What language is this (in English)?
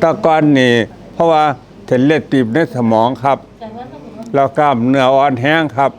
Lao